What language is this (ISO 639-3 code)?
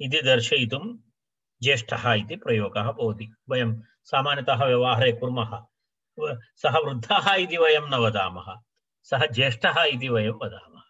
san